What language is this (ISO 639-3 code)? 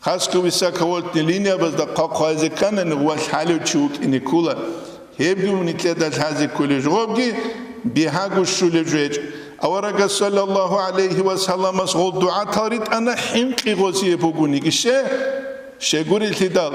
ava